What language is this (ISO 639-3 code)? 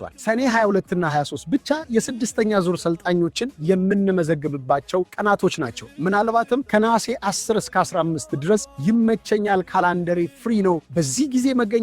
amh